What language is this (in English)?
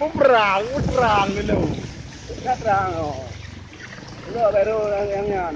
Achinese